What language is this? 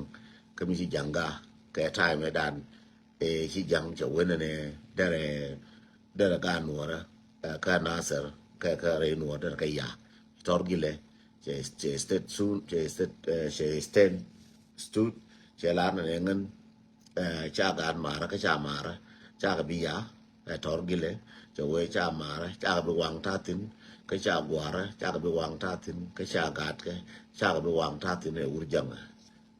Nuer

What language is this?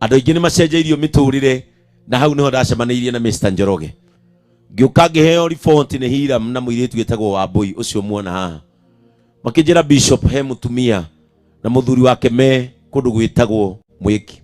Kikuyu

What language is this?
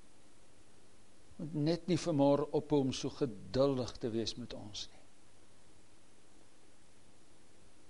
Afrikaans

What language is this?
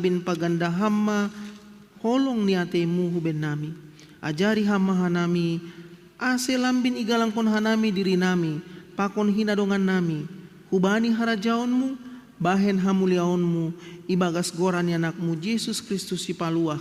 Batak Simalungun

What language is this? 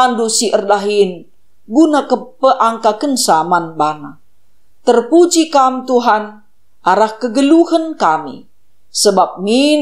Batak Karo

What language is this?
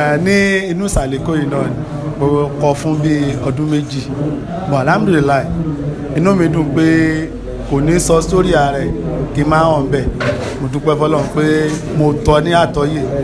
Yoruba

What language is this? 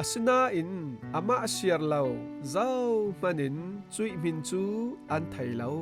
Falam Chin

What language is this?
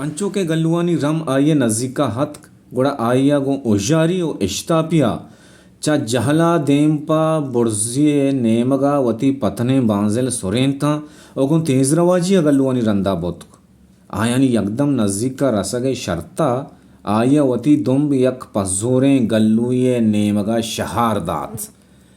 Baluchi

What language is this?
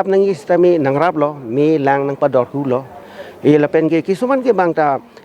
Karbi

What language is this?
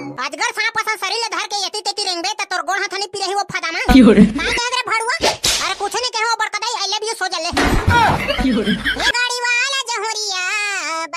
Chhattisgarhi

